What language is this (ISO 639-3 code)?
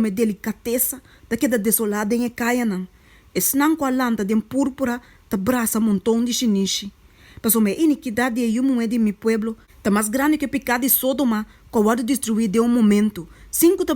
pap